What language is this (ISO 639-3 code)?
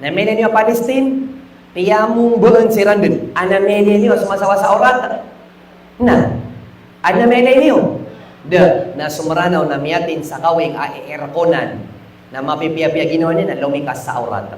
mrw